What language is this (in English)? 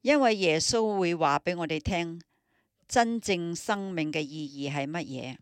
Cantonese